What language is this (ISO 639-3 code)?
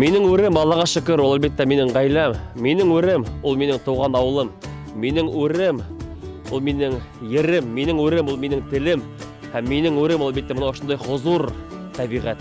bak